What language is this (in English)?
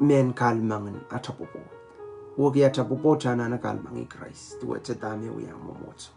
Pohnpeian